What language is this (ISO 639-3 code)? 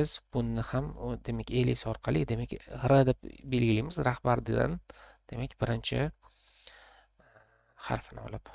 uzb